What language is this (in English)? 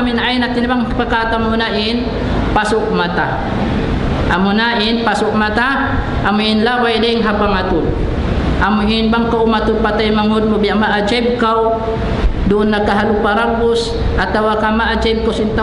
Tausug